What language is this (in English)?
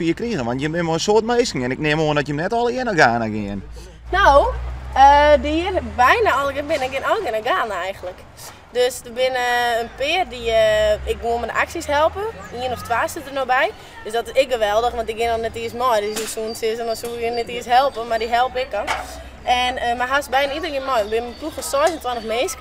Western Frisian